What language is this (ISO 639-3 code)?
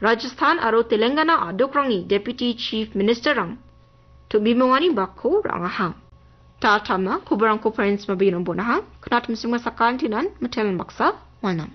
grt